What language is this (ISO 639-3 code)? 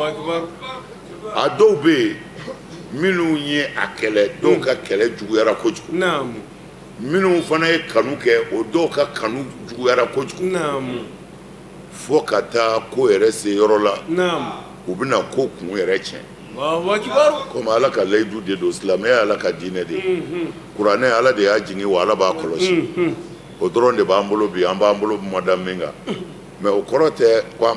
bam